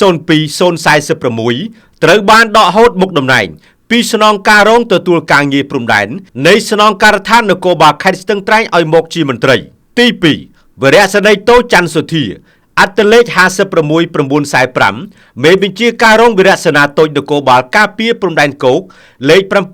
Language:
Khmer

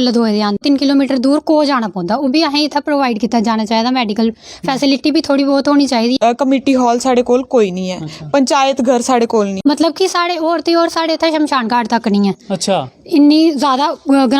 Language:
Dogri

